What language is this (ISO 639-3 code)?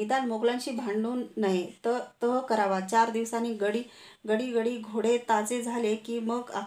mar